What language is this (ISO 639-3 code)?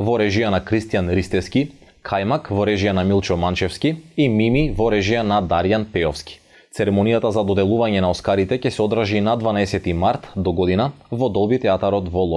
mkd